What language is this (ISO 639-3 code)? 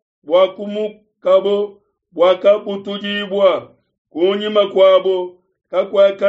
lua